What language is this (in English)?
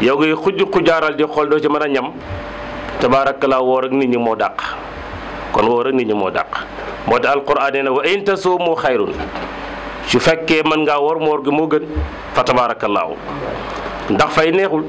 Wolof